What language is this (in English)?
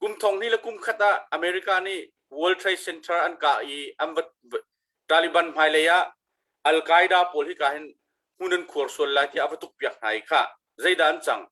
Hakha Chin